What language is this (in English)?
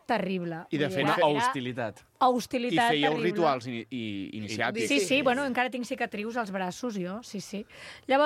Catalan